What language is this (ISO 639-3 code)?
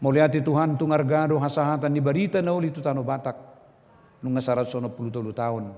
bbc